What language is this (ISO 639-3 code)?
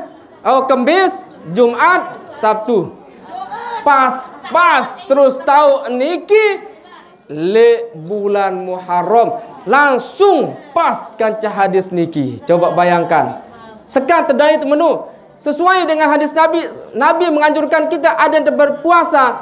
sas